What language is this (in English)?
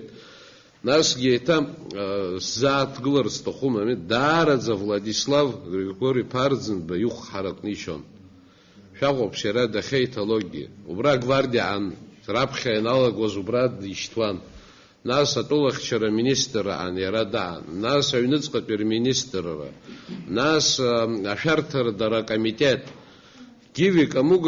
Abkhazian